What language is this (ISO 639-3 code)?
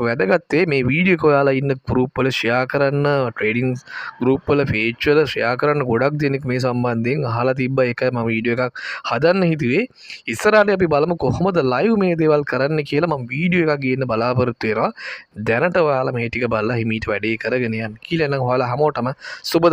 sin